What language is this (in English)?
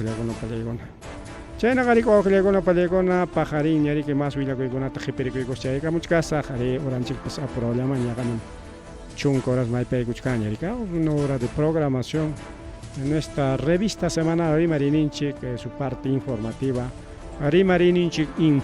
Ayacucho Quechua